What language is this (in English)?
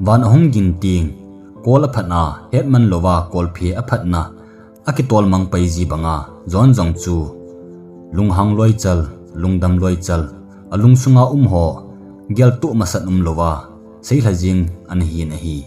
Thado Chin